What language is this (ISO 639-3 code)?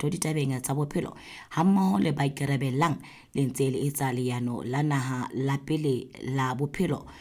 sot